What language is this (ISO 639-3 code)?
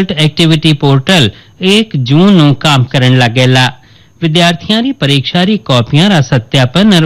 hin